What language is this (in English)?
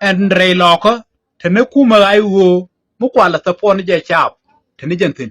Nuer